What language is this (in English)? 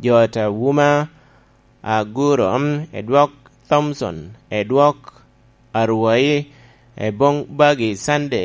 Lango (Uganda)